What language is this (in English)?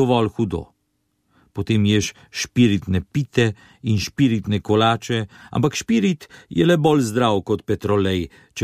Slovenian